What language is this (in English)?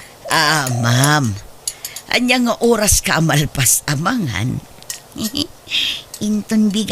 Iloko